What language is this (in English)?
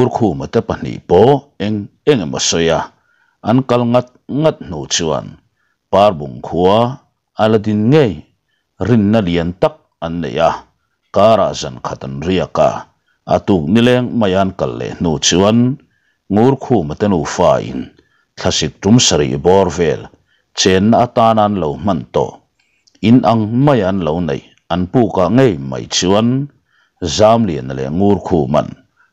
Mizo